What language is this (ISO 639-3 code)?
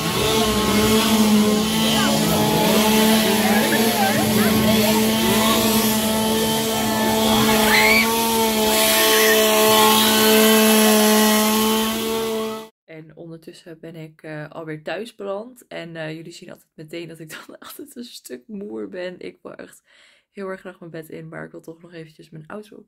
nld